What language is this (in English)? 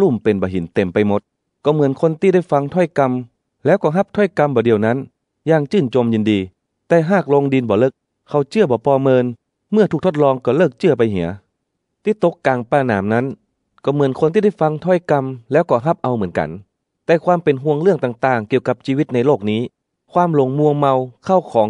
Northern Thai